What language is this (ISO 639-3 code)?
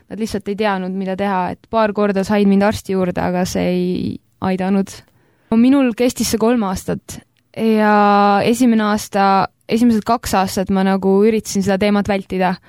est